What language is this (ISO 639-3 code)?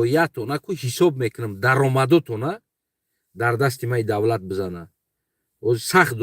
tgk